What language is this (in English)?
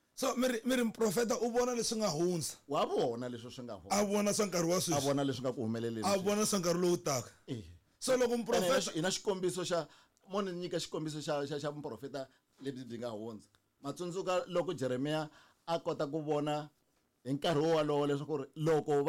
Tsonga